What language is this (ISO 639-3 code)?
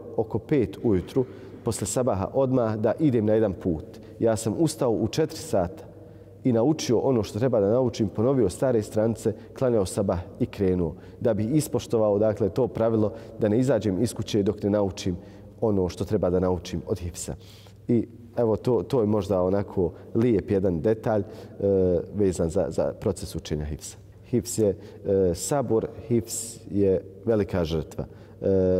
bos